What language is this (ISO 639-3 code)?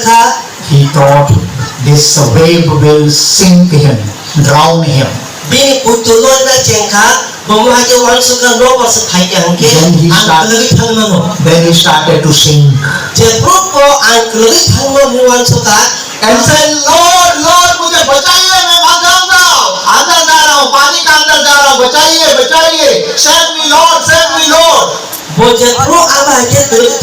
trp